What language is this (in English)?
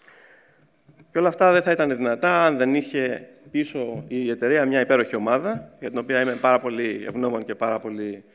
Greek